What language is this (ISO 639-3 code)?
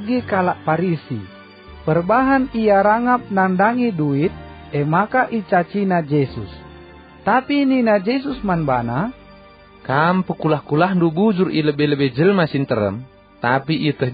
btx